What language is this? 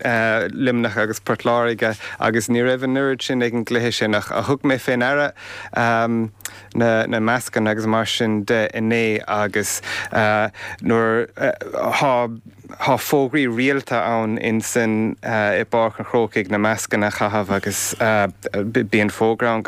Irish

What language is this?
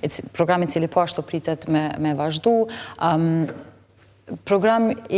Albanian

